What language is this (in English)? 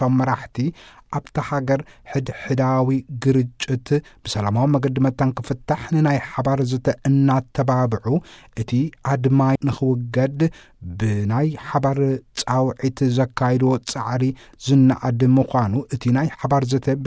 Tigrinya